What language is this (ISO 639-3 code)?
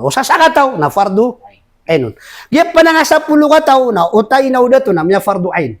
mrw